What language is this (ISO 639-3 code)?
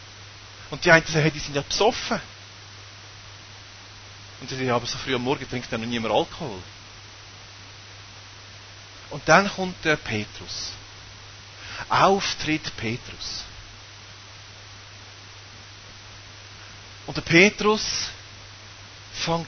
deu